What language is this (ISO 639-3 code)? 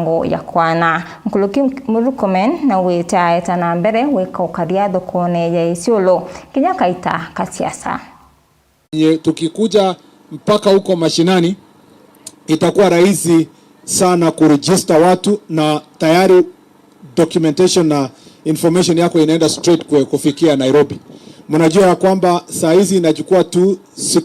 mer